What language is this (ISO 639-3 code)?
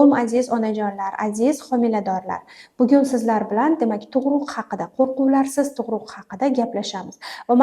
uzb